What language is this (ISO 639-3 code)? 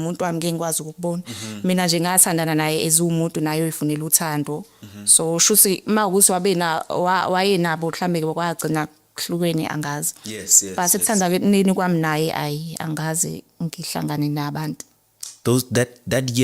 zul